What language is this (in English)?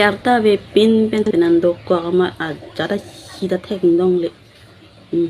Karbi